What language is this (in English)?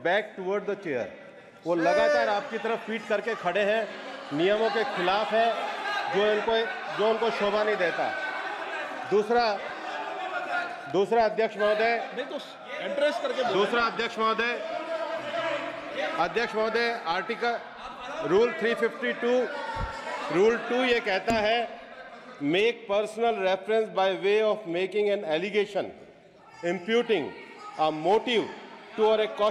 Hindi